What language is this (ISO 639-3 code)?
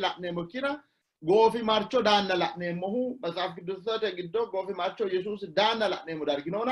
sid